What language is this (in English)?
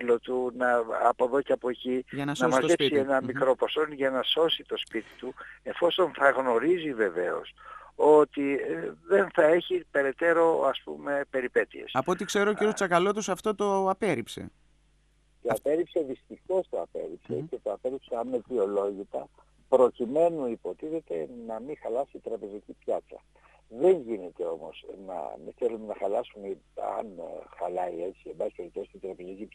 Greek